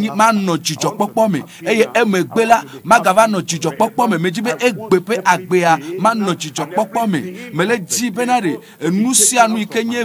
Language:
Ewe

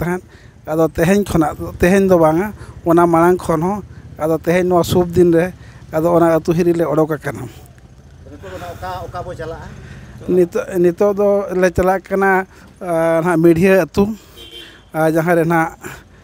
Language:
Santali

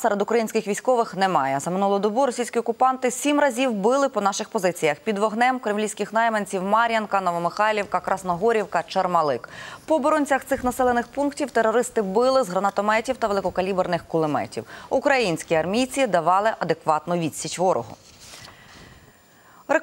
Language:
Ukrainian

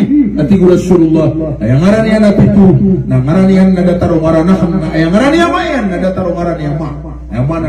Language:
Maranao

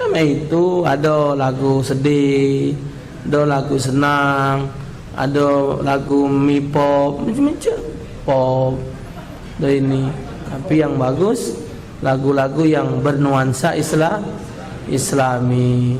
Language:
Musi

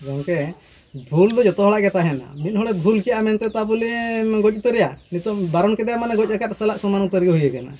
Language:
Santali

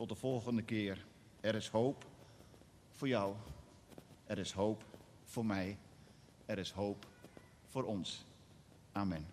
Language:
Western Frisian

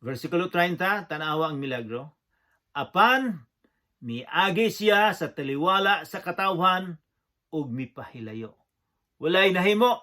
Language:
Cebuano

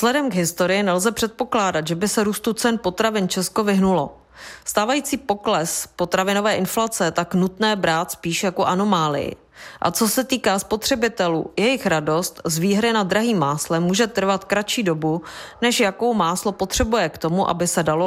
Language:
Czech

